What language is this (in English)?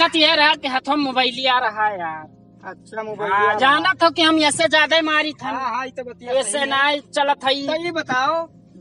Awadhi